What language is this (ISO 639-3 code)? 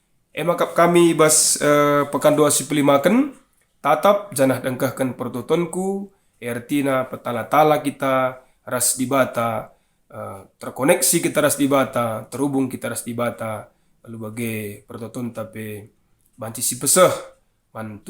btx